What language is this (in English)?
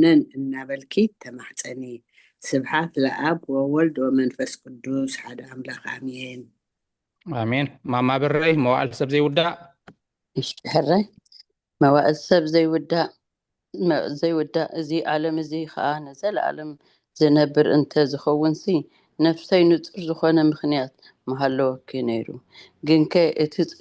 Tigrinya